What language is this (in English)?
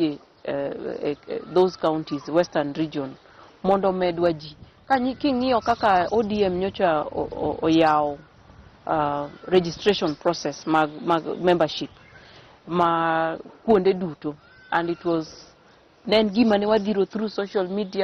Luo (Kenya and Tanzania)